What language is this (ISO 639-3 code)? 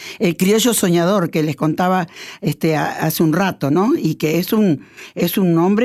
spa